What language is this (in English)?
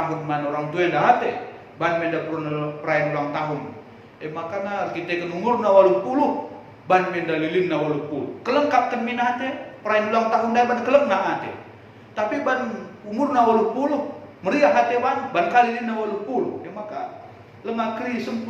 Batak Karo